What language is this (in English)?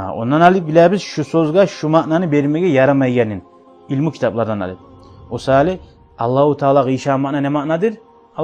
Kumyk